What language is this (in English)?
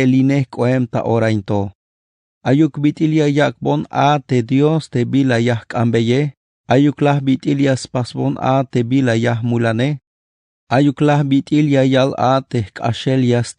Tzeltal